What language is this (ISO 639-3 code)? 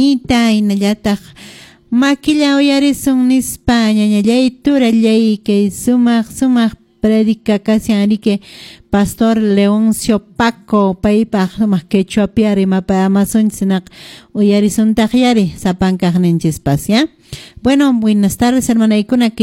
que